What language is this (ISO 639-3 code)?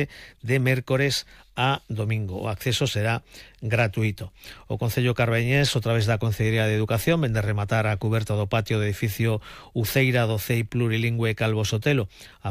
glg